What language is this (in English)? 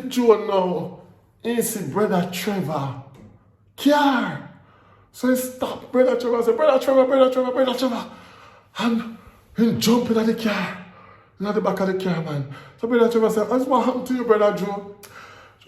Jamaican Creole English